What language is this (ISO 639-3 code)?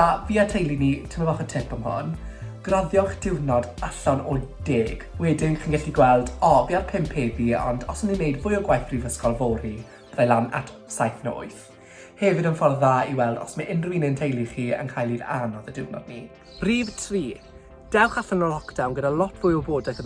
cym